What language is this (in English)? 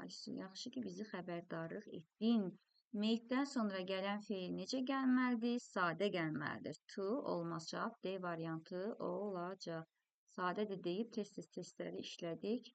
Azerbaijani